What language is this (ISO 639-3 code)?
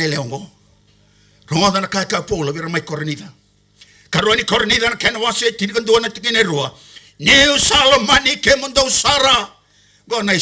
fij